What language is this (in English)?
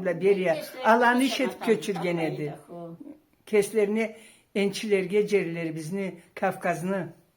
Karachay-Balkar